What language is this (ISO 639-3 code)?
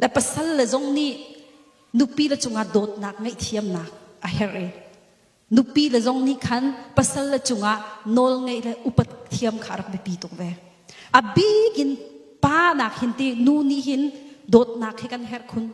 cnh